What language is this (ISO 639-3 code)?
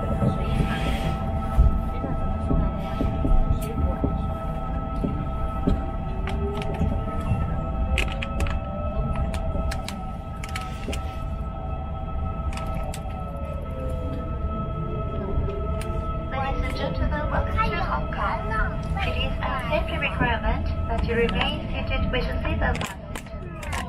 zho